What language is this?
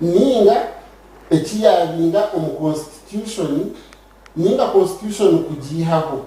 Nyankole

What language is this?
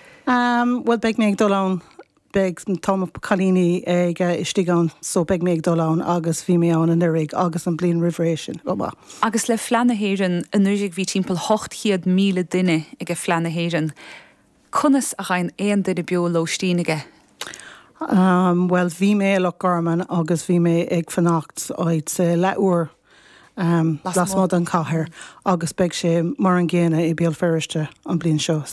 Irish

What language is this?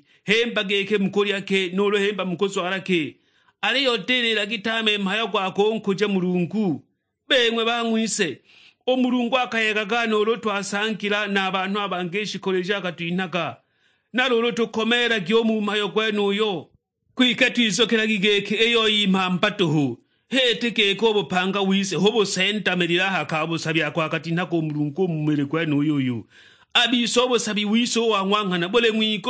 Sukuma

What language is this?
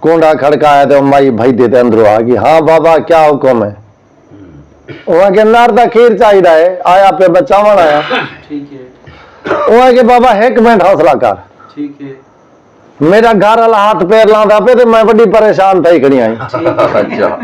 Saraiki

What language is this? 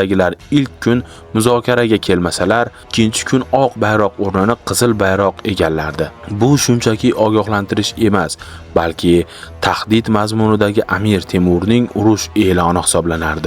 Uzbek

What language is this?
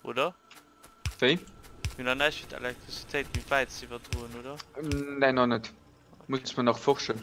Luxembourgish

